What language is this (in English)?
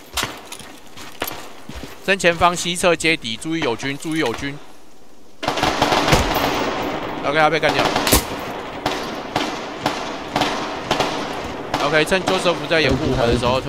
Chinese